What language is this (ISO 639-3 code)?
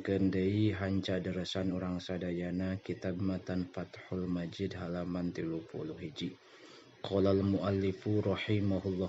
sun